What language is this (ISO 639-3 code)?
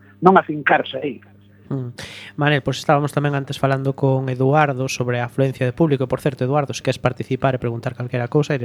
glg